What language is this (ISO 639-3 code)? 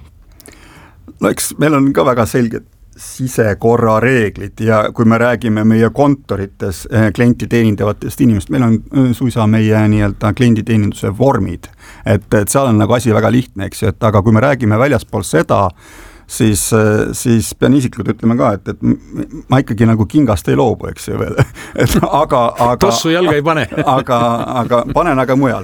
est